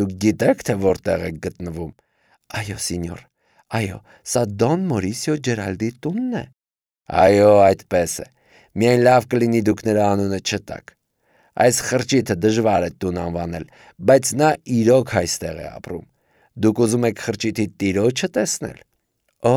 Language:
Armenian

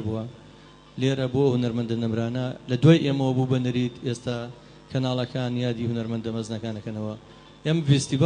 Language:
Central Kurdish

